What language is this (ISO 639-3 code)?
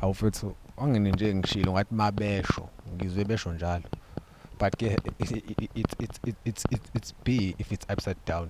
zul